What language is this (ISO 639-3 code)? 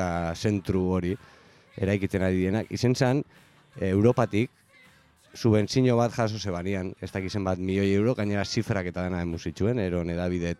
eus